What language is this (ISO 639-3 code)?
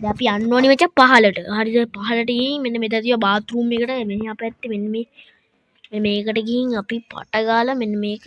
sin